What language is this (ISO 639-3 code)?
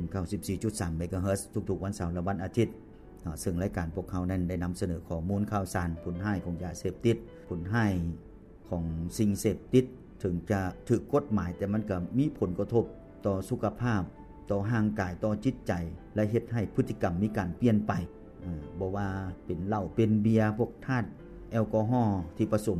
lao